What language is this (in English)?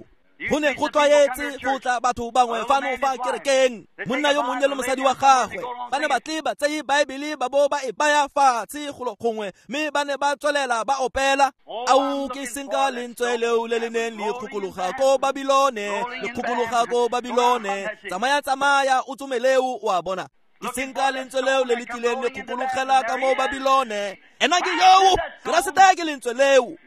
Tswana